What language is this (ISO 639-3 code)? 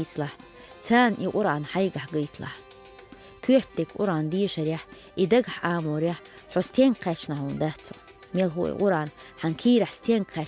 che